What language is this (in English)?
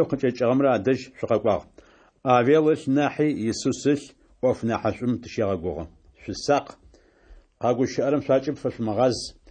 Adyghe